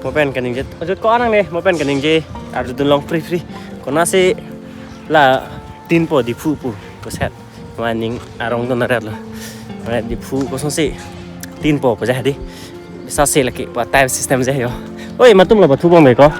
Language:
Karbi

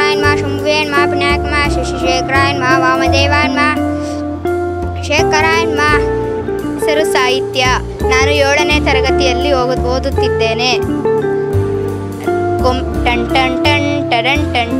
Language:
Kannada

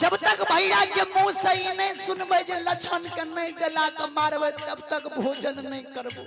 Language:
Maithili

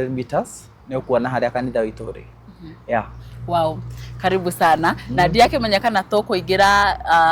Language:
Kikuyu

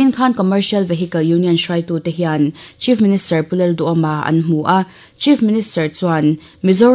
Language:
Mizo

